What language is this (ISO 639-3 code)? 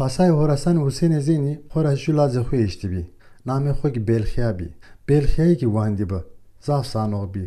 zza